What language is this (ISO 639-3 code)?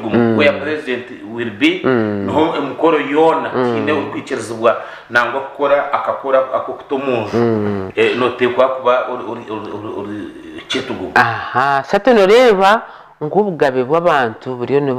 nyn